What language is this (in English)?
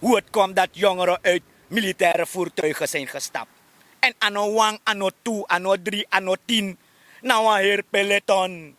Sranan Tongo